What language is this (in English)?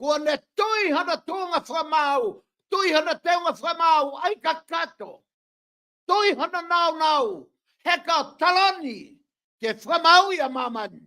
Tongan